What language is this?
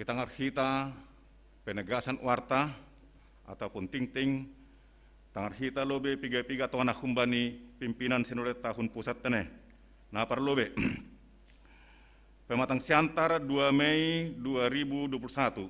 Batak Simalungun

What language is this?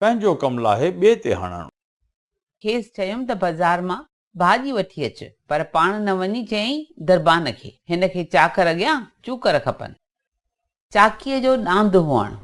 Sindhi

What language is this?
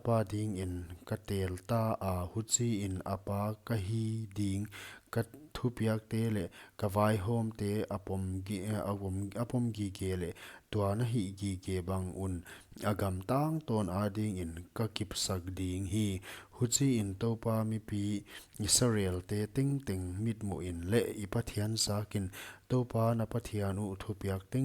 Paite Chin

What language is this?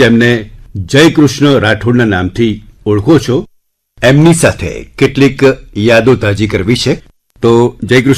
Gujarati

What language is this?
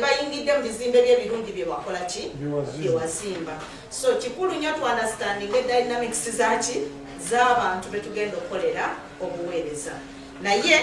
Ganda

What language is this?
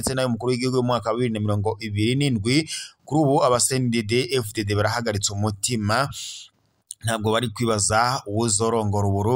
Rundi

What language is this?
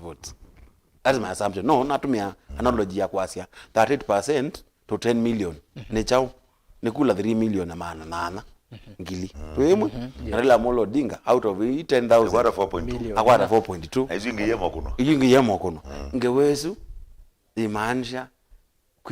Kamba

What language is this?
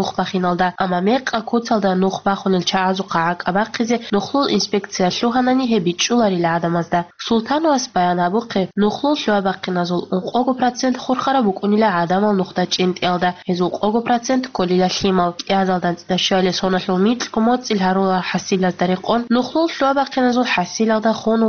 Avaric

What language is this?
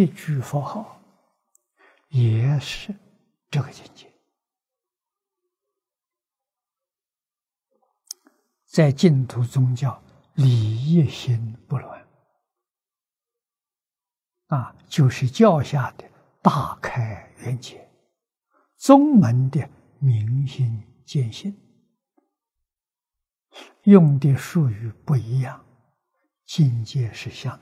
Chinese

